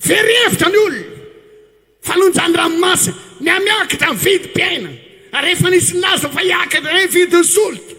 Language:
Malagasy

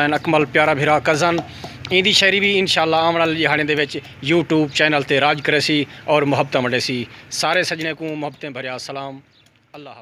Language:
Saraiki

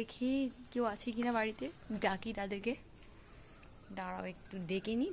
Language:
Bangla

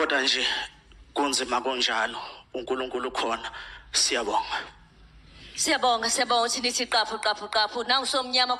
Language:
Zulu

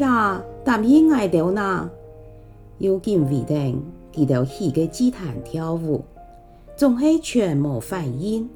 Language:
Hakka Chinese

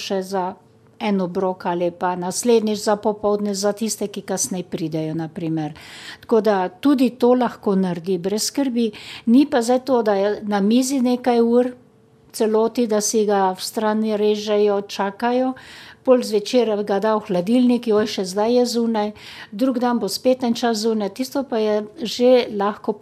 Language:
Slovenian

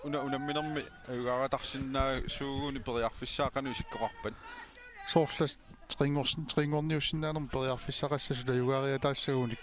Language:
Kalaallisut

